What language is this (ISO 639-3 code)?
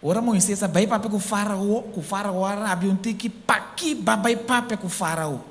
pap